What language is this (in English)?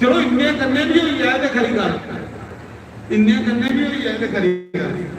Dogri